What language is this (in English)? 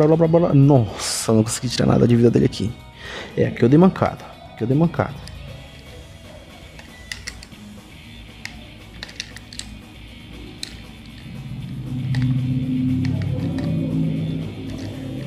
Portuguese